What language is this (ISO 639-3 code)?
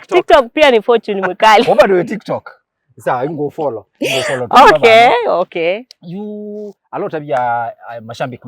kam